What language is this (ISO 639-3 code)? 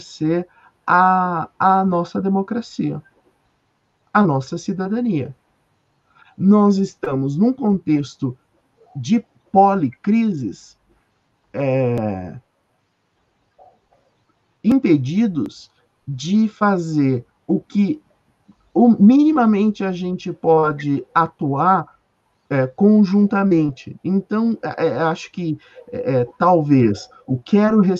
por